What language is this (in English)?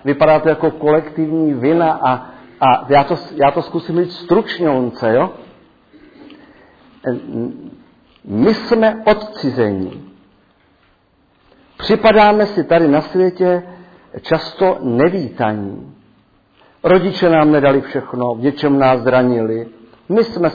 Czech